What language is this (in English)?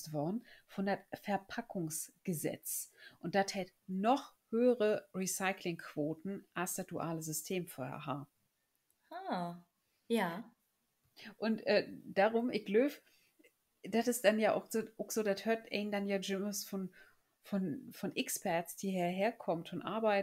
Low German